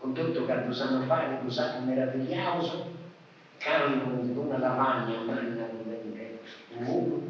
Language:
Sardinian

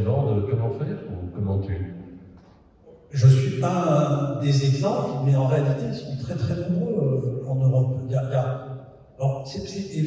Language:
French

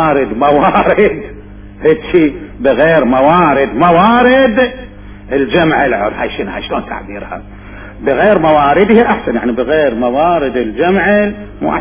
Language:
Mesopotamian Arabic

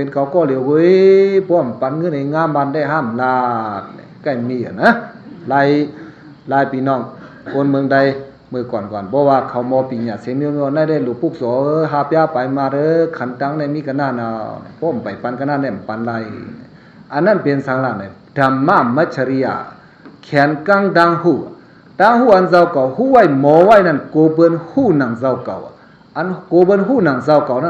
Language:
Shan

